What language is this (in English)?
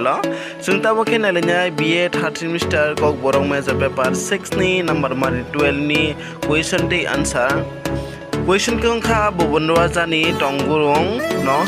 Kok Borok